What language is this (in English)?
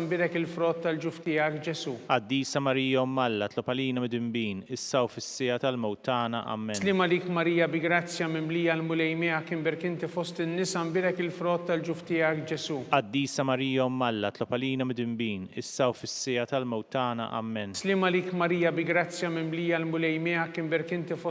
Maltese